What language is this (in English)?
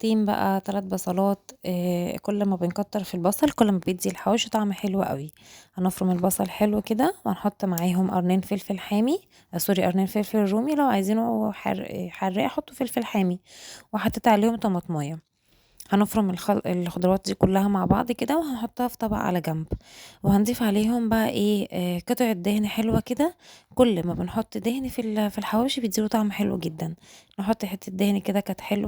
Egyptian Arabic